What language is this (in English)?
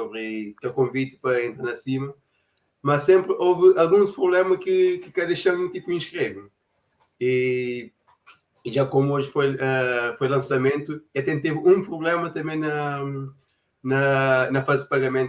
Kabuverdianu